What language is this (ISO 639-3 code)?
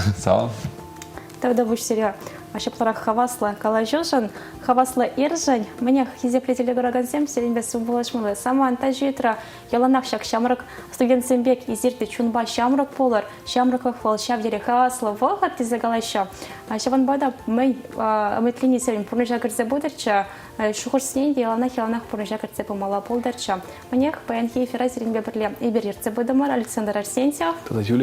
chv